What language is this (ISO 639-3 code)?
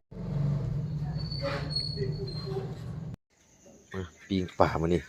lao